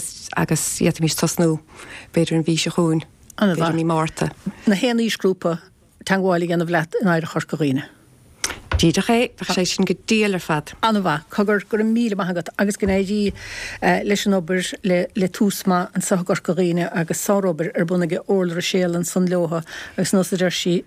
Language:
Irish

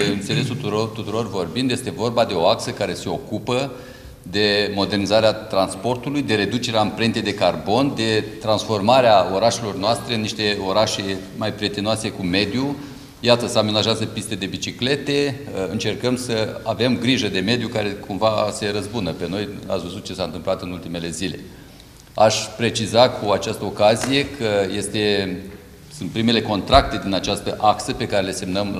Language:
Romanian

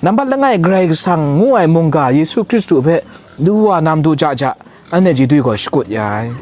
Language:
Kachin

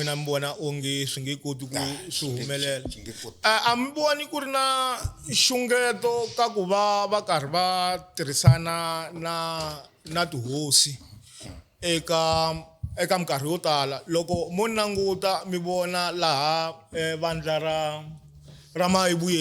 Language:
Tsonga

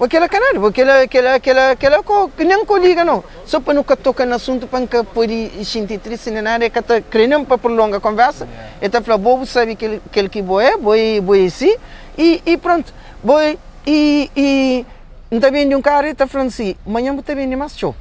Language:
Kabuverdianu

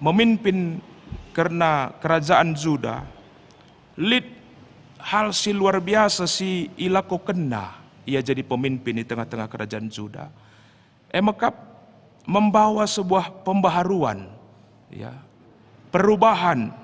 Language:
Batak Karo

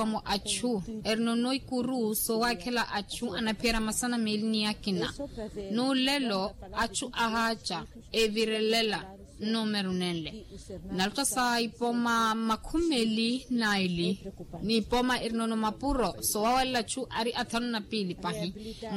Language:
Makhuwa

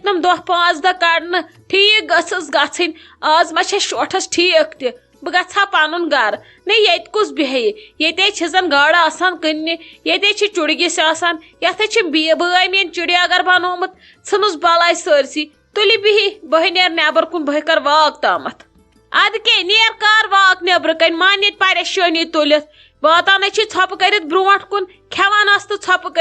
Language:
Kashmiri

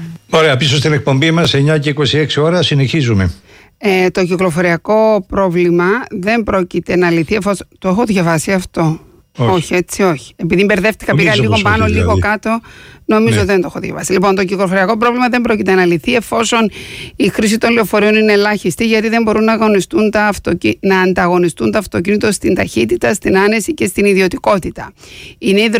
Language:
Greek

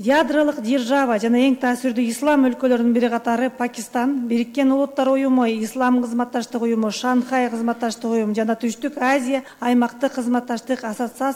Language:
Kyrgyz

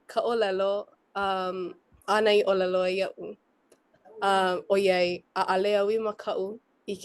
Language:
Hawaiian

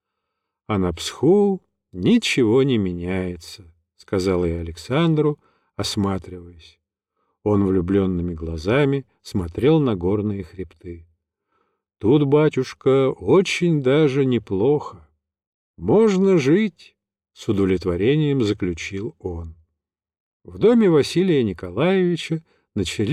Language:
Russian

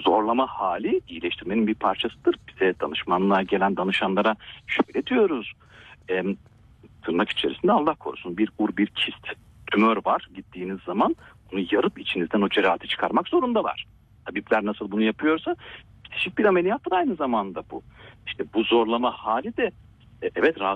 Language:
Turkish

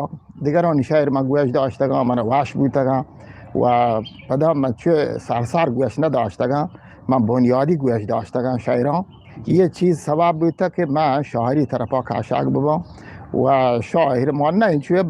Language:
Eastern Balochi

